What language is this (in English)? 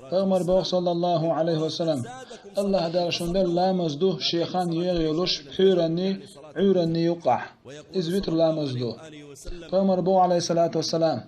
Chechen